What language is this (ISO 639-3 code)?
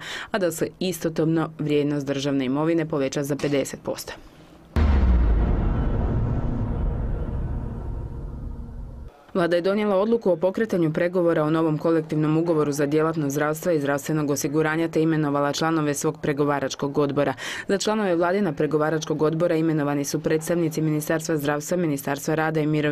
hrv